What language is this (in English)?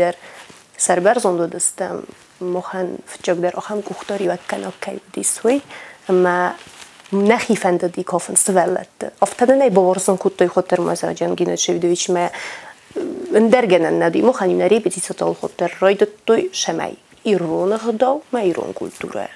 Ossetic